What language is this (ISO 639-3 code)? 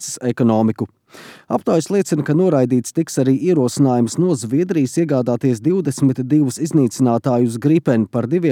lav